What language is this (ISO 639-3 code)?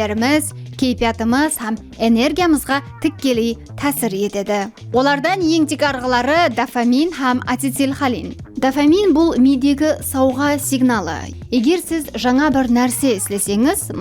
kaa